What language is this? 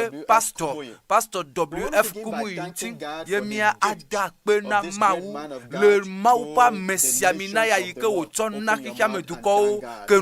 Ewe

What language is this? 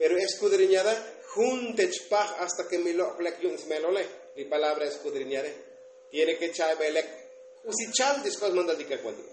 Tzotzil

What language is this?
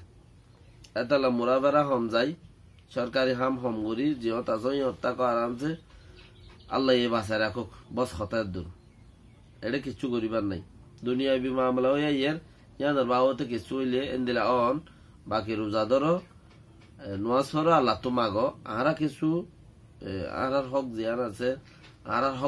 Rohingya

